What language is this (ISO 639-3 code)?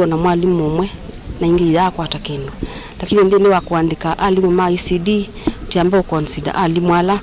kam